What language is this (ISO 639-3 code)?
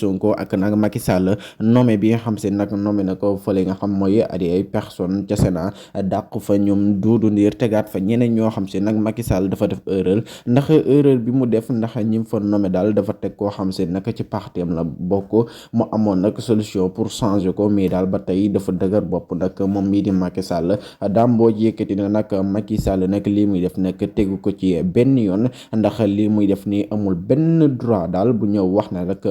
wol